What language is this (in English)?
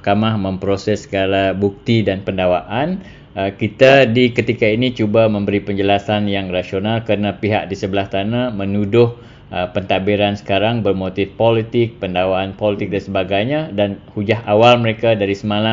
Malay